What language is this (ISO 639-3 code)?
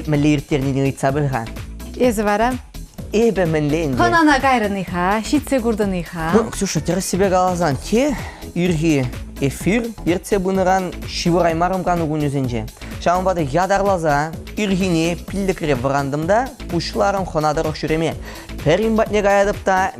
chv